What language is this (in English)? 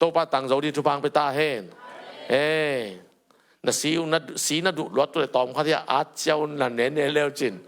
Tedim Chin